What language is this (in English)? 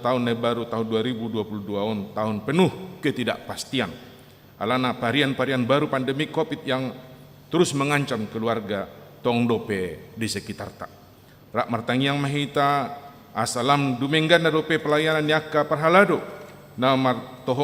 Batak Toba